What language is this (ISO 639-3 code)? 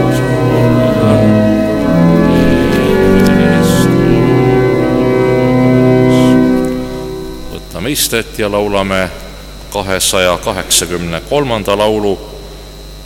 est